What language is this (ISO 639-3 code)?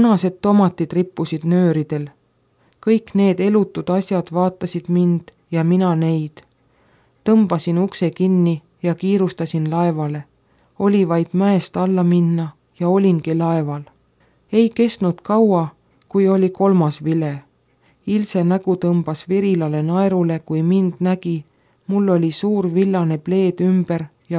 est